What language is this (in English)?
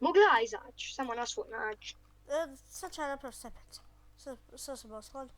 Bosnian